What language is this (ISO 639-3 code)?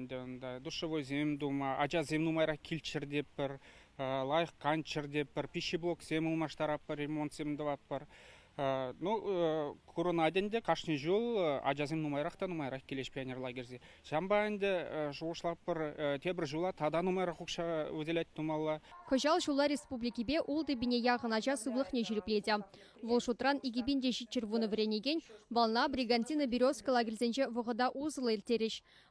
chv